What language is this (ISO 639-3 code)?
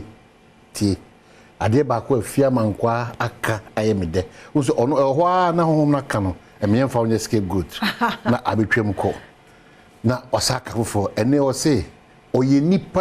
aka